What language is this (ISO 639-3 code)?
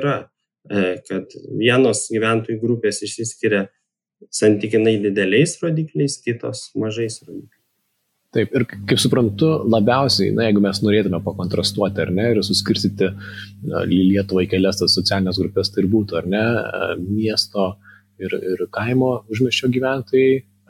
lit